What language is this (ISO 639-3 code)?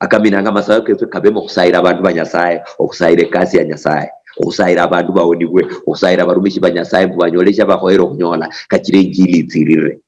luy